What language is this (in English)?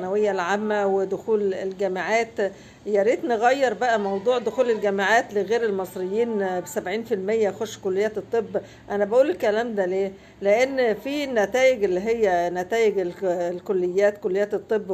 Egyptian Arabic